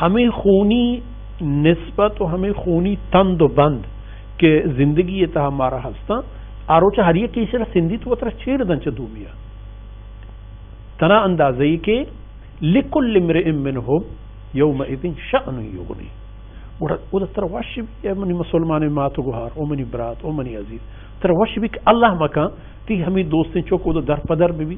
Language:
Baluchi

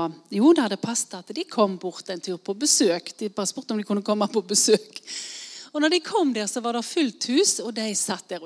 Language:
Norwegian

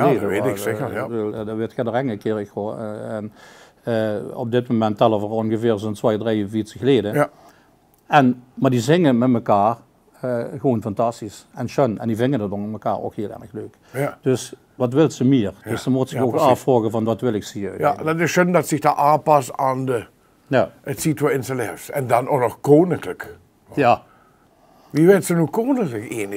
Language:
Limburgish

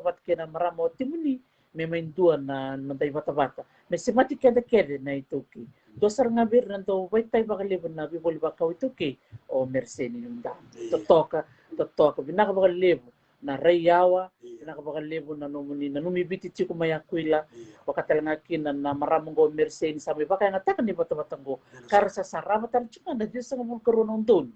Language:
Fijian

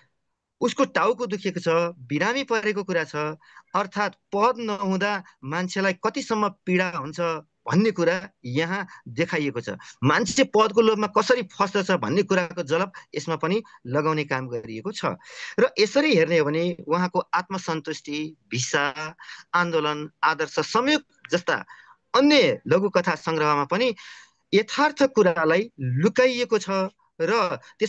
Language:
Nepali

